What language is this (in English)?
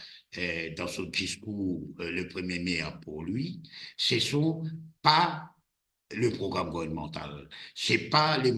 Morisyen